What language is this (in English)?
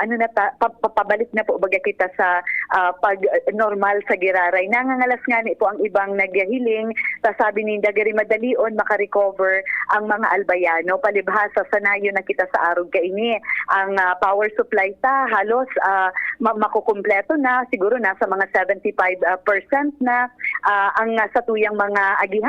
Bikol